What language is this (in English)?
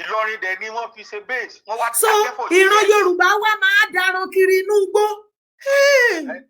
Yoruba